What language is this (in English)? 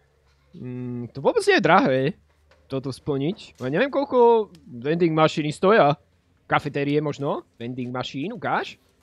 Slovak